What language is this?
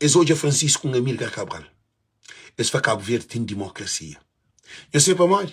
Kabuverdianu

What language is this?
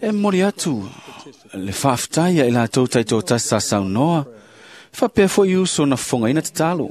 Samoan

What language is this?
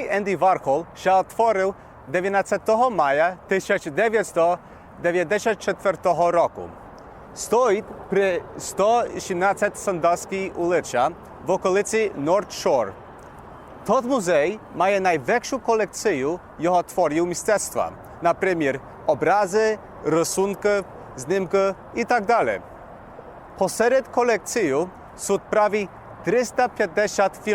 Rusyn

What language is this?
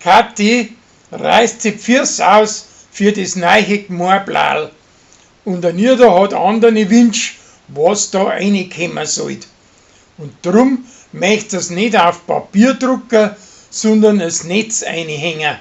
Bavarian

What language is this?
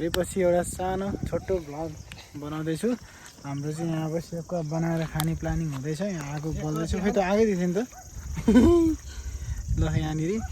Nepali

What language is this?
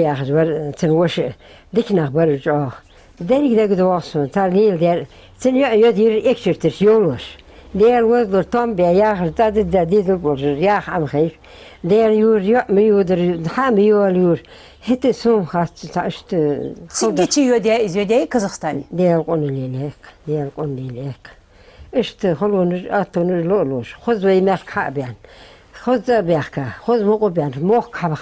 Ingush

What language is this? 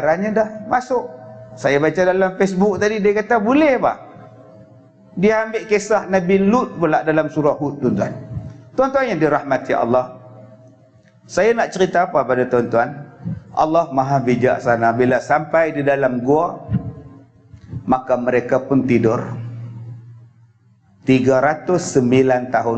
Malay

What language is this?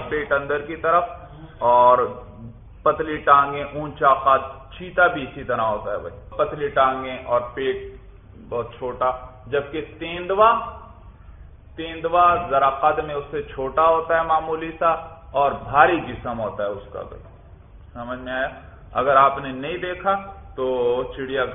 Urdu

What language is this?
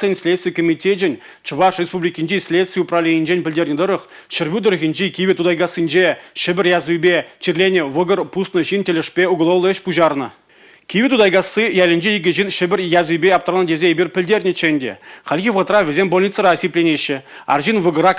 Chuvash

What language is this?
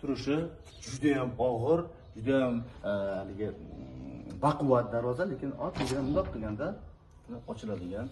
Uzbek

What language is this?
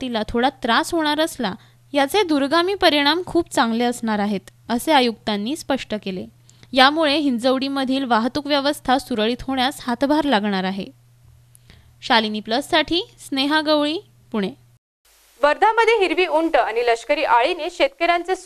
Marathi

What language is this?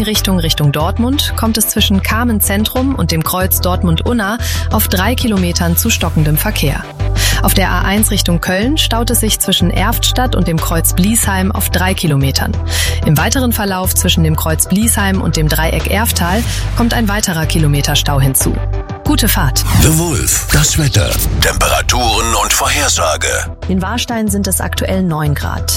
German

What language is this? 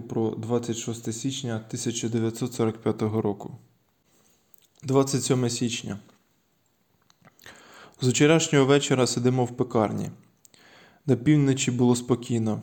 Ukrainian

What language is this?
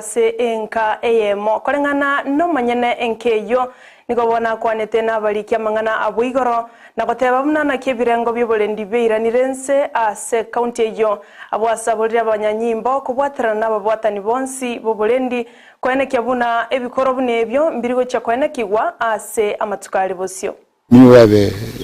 Gusii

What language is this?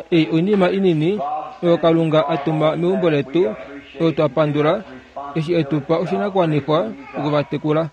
Kuanyama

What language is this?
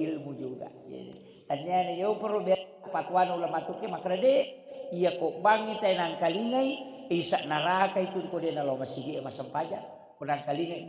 Buginese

